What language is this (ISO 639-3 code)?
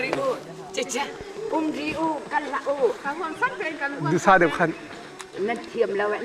cnh